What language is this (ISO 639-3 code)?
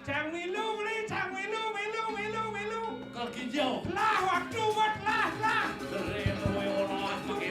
ban